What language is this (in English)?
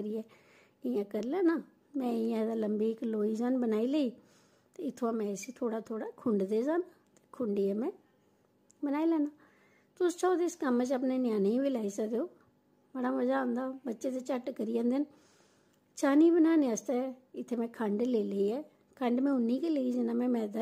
Dogri